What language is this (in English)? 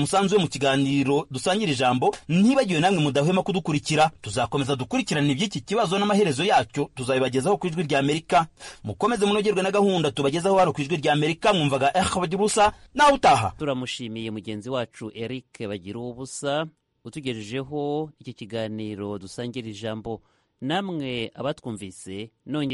Kinyarwanda